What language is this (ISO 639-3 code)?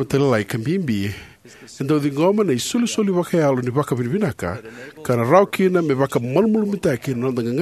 fij